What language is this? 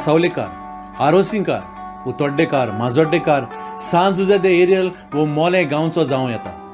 Konkani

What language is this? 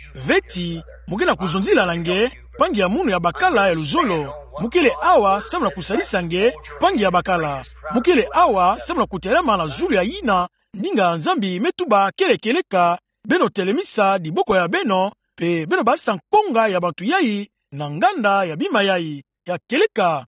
Kituba (Democratic Republic of Congo)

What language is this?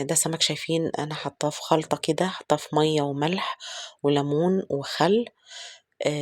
Egyptian Arabic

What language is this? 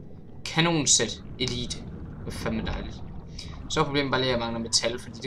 Danish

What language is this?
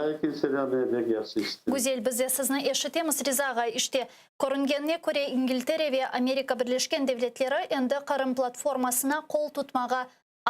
Crimean Tatar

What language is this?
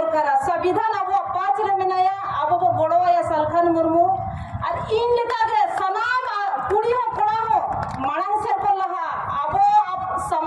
Santali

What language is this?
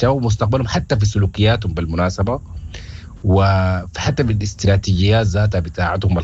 Sudanese Arabic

